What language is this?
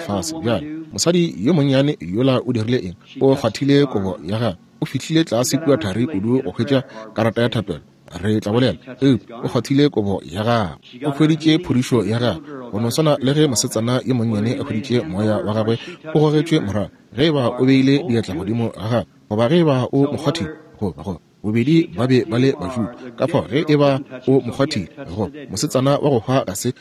Northern Sotho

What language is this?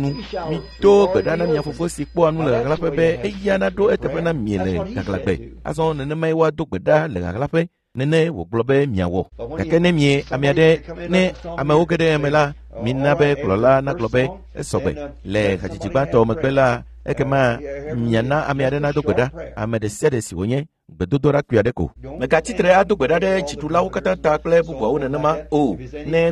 Ewe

